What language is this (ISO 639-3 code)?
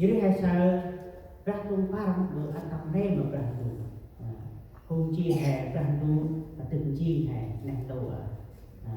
cmo